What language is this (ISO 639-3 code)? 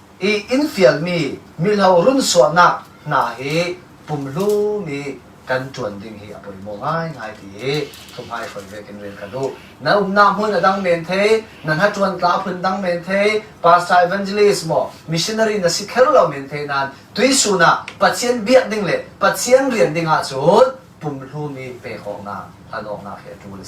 cfm